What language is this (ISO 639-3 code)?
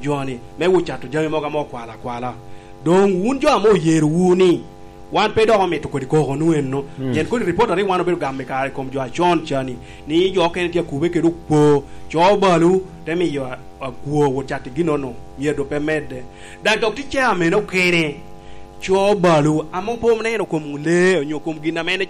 laj